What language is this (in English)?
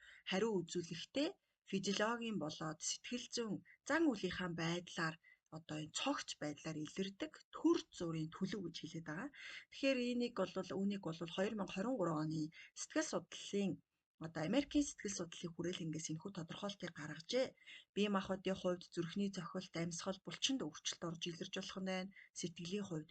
Mongolian